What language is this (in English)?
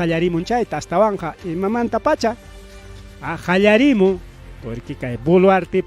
Ayacucho Quechua